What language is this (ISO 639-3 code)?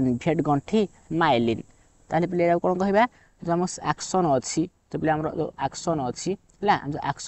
ori